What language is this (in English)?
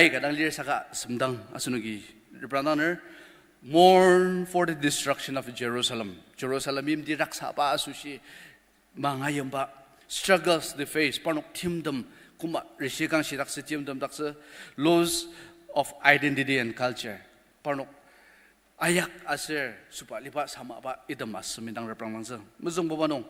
Ao Naga